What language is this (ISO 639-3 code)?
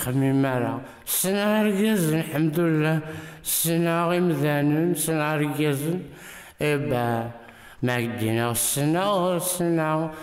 kab